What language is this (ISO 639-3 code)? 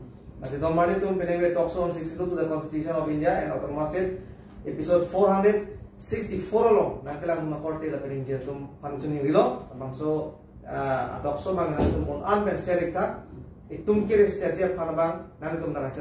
mjw